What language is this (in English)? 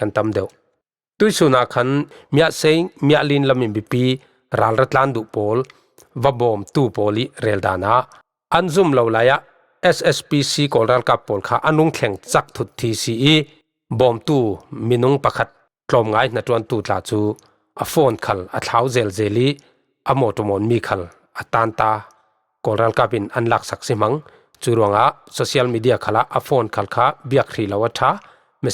Falam Chin